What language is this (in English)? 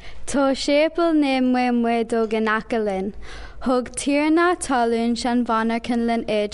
Irish